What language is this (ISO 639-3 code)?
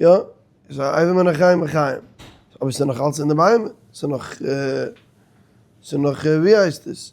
yid